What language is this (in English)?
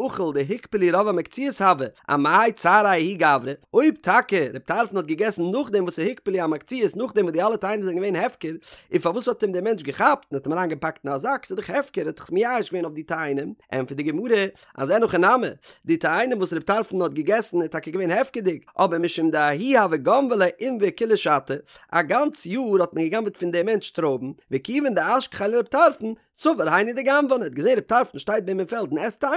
Yiddish